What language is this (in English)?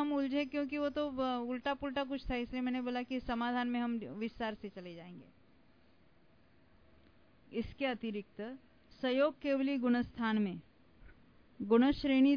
Hindi